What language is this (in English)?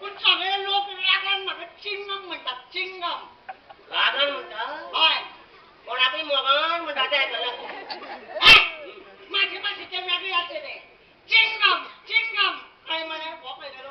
Konkani